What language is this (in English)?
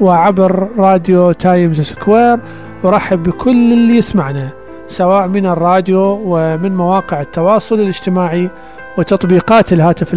Mesopotamian Arabic